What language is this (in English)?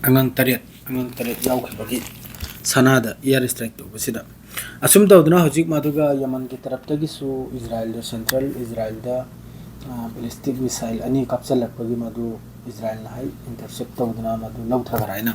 Manipuri